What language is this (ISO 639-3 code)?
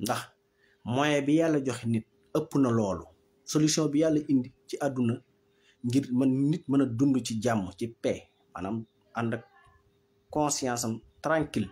wol